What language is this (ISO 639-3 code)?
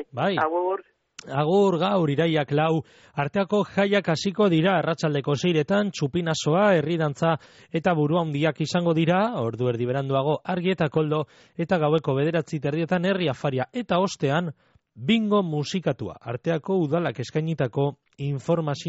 eus